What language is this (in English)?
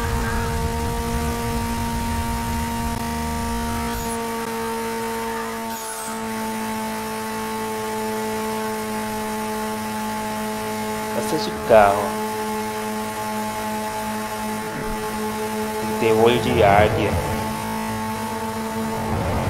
Portuguese